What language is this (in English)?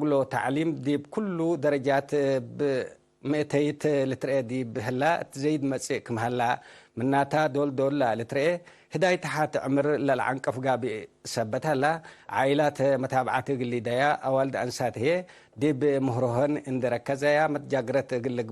Tigre